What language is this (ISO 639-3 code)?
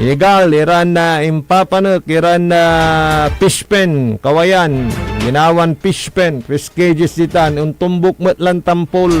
pag